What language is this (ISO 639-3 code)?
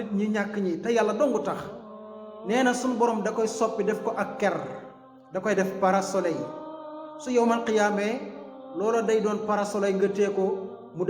wol